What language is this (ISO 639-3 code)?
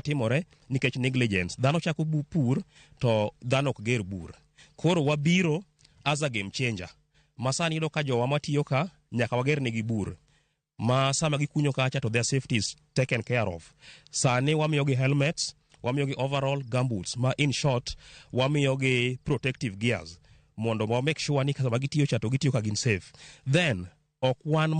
luo